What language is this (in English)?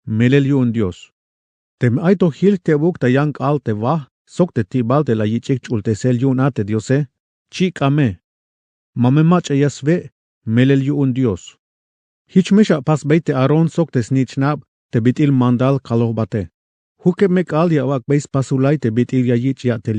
Tzeltal